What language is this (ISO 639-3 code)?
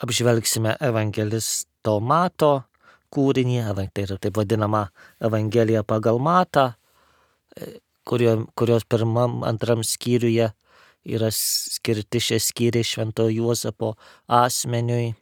lit